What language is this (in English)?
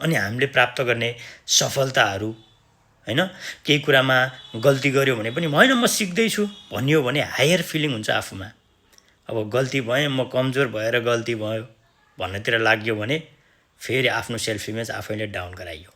Nepali